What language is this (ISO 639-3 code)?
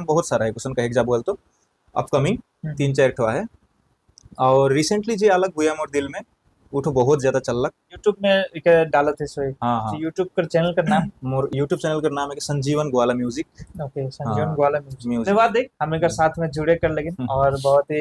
sck